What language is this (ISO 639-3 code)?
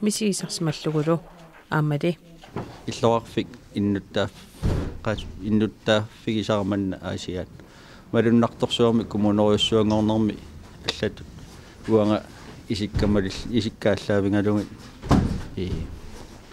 kal